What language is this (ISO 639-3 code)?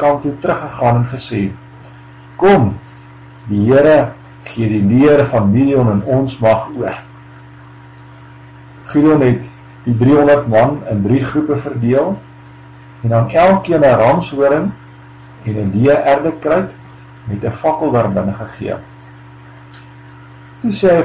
afr